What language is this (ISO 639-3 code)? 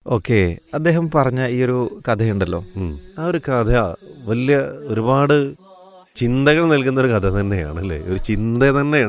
mal